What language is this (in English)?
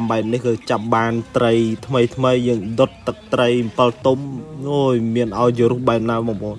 Khmer